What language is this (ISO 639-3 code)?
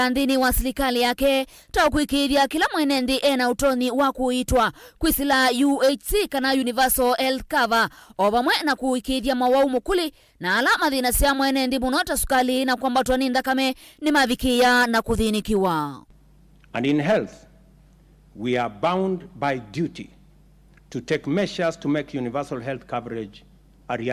kam